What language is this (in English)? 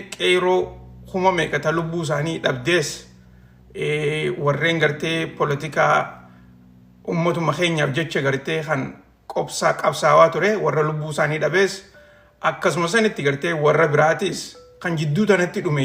Oromo